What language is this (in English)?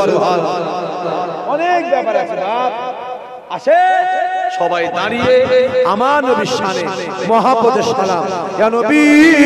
Bangla